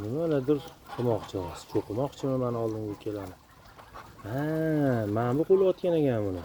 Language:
Uzbek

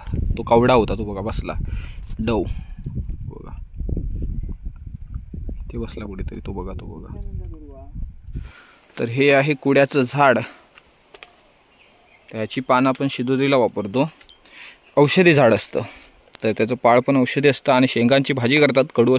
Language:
Marathi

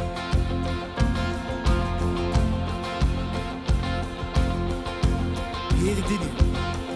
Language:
Dutch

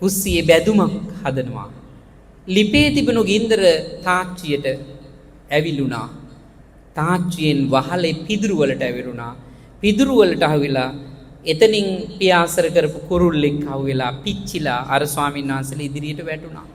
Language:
Sinhala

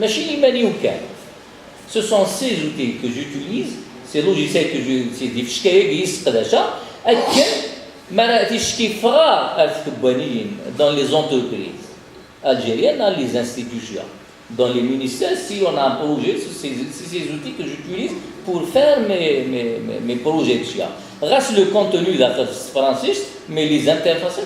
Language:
Kabyle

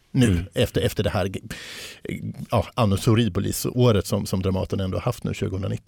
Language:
Swedish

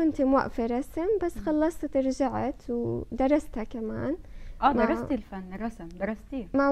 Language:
North Levantine Arabic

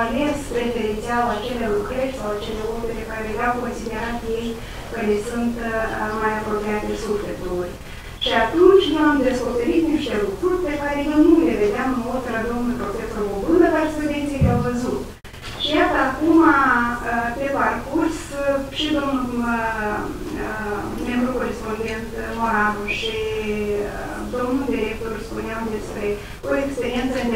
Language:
Romanian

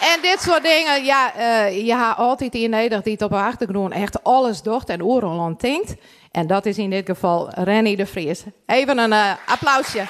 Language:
Western Frisian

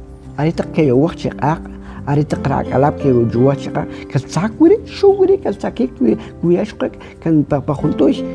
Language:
Kʼicheʼ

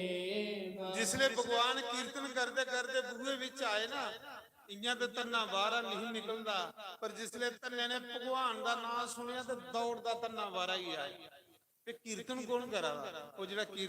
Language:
Dogri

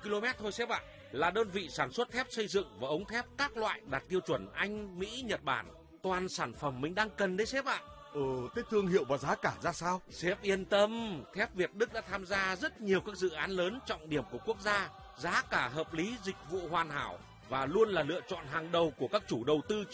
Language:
Vietnamese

